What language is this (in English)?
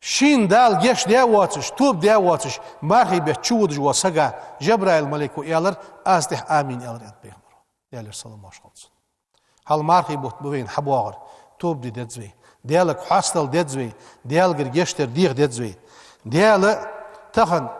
Ingush